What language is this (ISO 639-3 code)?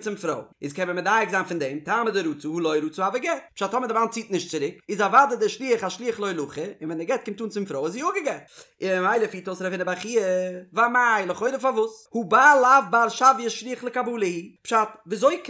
yid